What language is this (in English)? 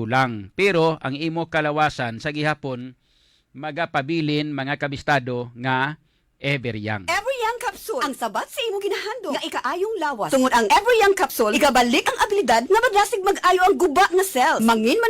Hiligaynon